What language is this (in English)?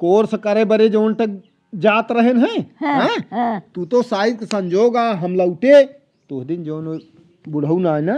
Awadhi